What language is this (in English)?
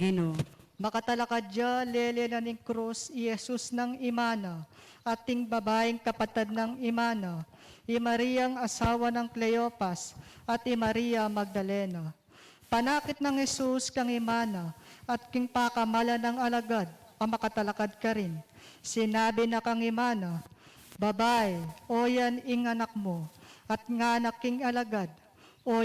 Pampanga